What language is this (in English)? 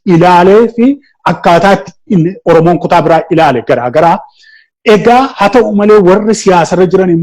Oromo